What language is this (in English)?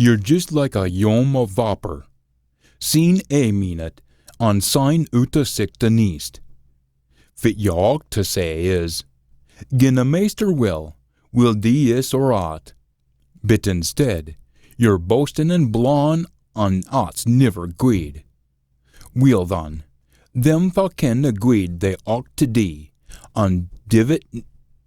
Scots